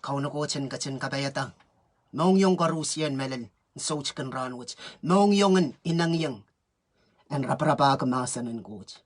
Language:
Pohnpeian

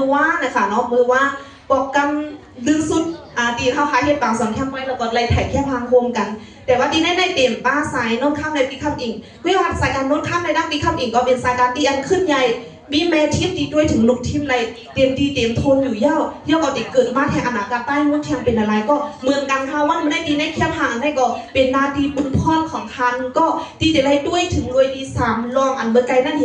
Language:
Shan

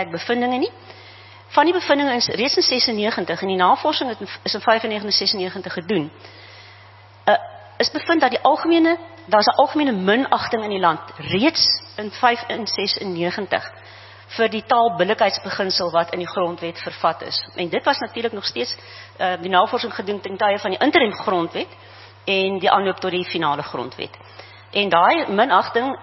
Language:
Afrikaans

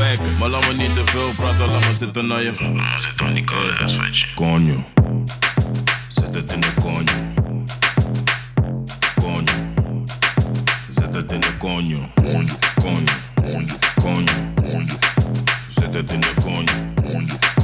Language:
Dutch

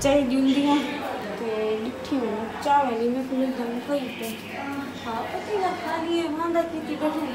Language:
Saraiki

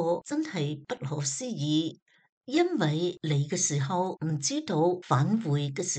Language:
Cantonese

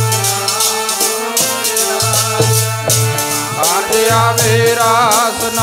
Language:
Punjabi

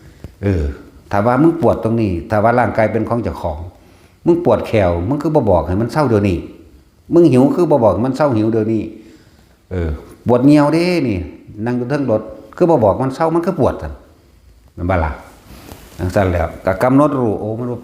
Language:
Northeastern Thai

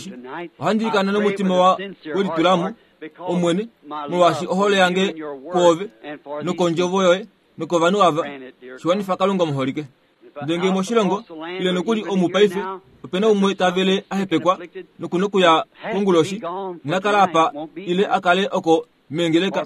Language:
Kuanyama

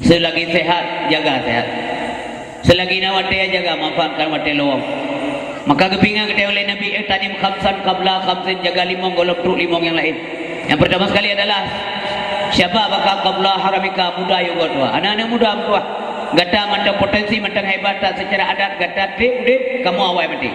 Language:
Achinese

